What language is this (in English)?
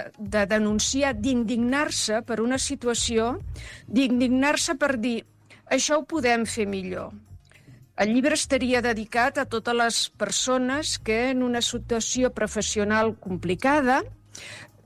Catalan